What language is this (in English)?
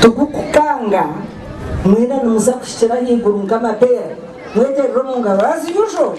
Nyankole